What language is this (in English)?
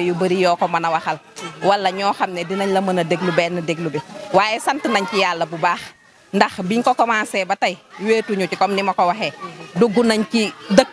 Wolof